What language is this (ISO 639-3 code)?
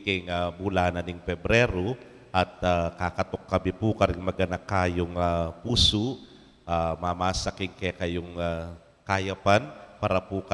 pam